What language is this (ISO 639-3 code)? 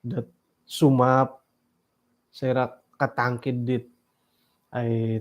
dtp